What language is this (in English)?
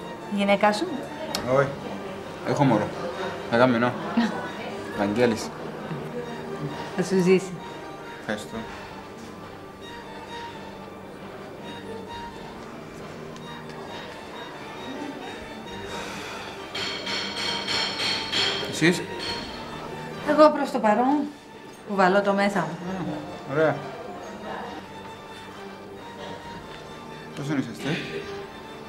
Greek